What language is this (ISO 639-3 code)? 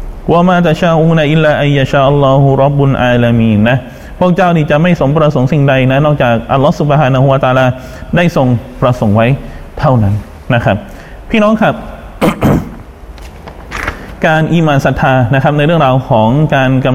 tha